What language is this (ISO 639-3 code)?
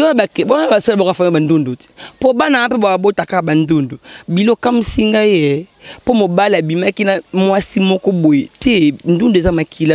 lin